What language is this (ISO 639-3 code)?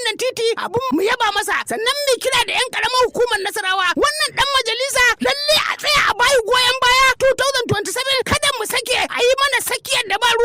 hau